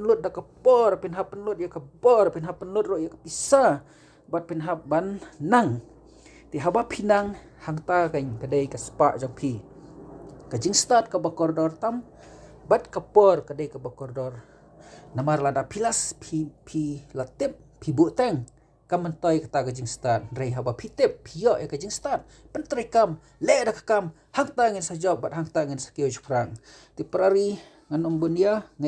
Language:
Khasi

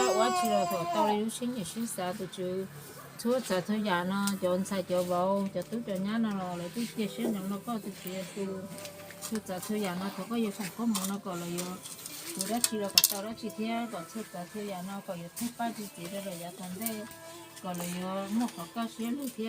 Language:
Hmong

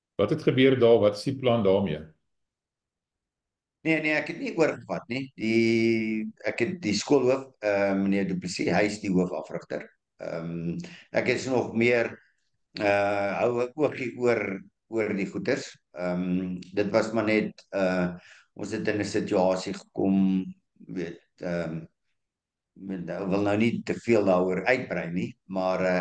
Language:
Afrikaans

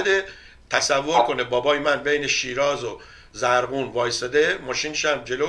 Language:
Persian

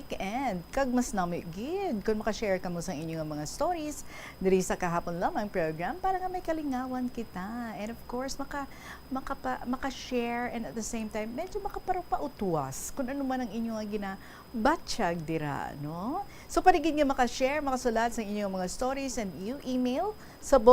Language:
Hiligaynon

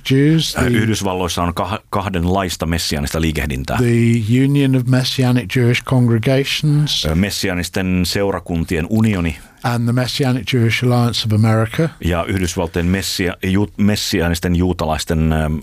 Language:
Finnish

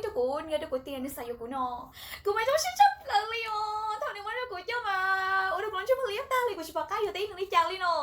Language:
Hmong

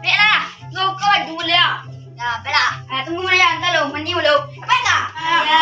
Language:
Minangkabau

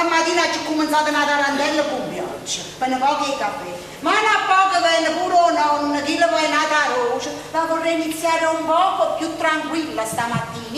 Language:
Neapolitan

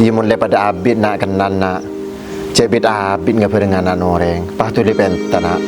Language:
Madurese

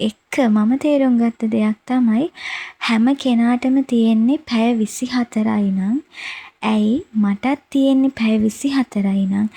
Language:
Sinhala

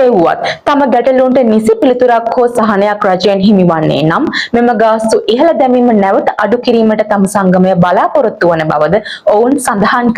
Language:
Sinhala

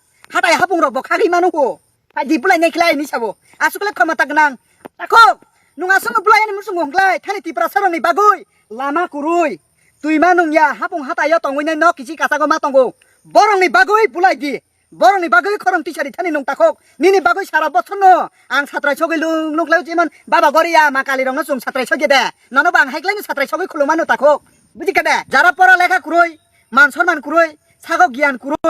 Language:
Kok Borok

